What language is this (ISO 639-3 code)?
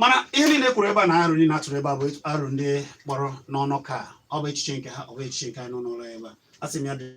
ibo